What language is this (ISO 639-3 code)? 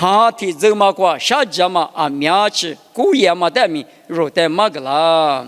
lis